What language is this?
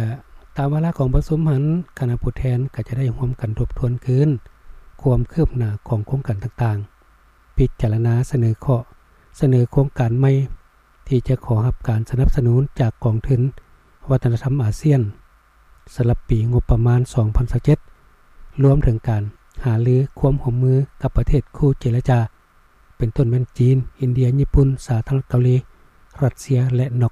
Lao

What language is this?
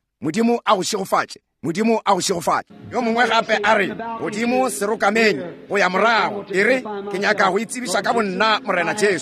Northern Sotho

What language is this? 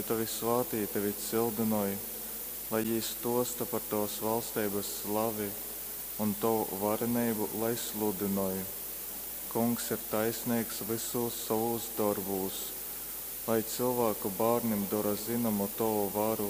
Latgalian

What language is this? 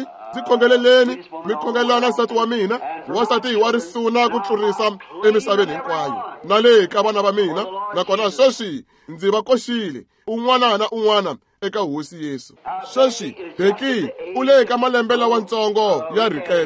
Tsonga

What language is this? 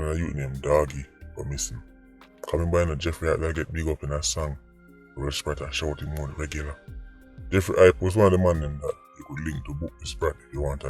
Jamaican Creole English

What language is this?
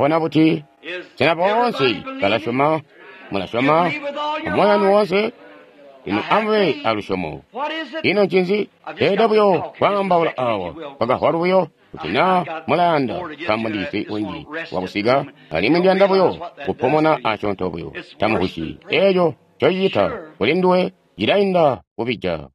Tonga (Zambia)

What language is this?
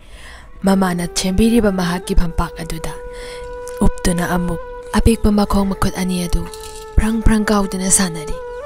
Manipuri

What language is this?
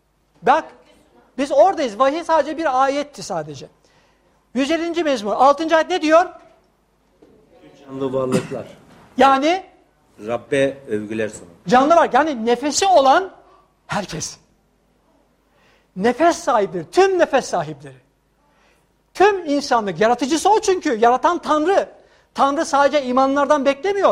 Turkish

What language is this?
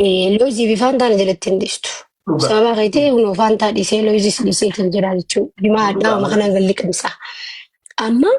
Oromo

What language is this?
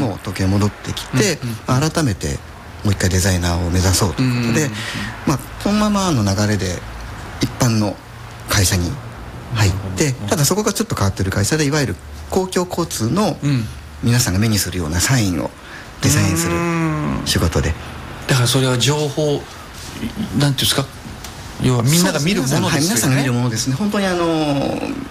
Japanese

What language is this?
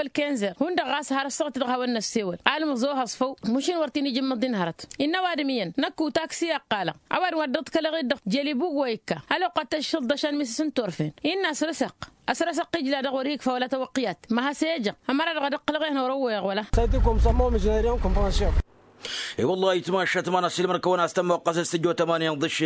Tamasheq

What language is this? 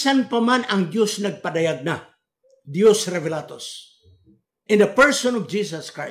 Cebuano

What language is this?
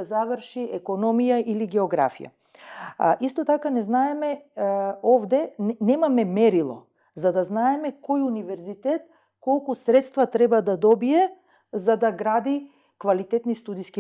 Macedonian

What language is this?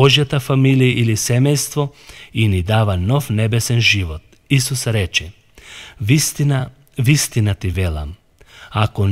Macedonian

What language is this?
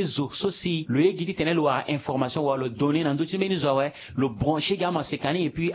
Sango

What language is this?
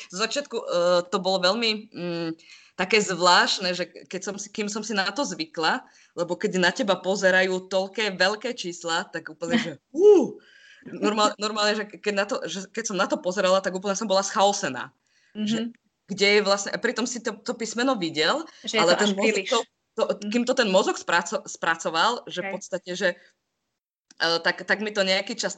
Slovak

